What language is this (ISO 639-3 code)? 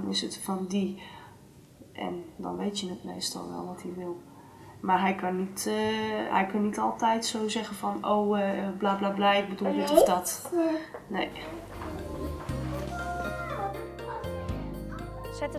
nld